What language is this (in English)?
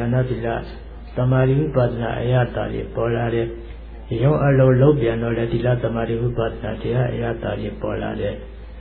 Burmese